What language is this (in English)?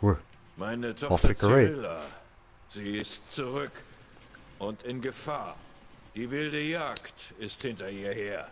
Swiss German